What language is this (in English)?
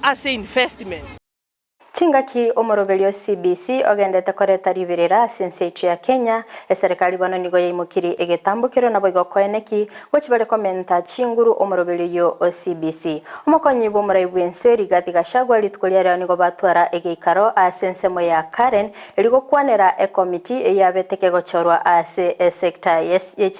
Gusii